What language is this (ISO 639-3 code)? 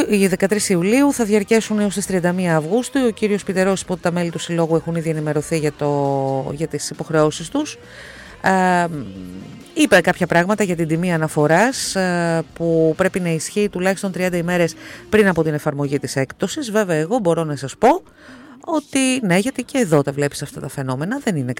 ell